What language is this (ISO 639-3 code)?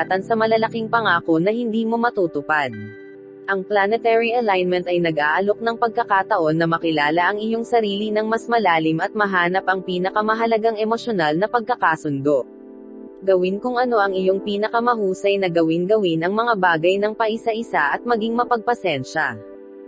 fil